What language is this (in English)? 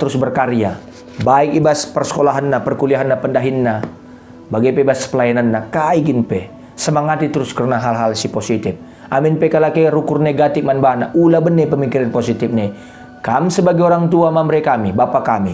Batak Karo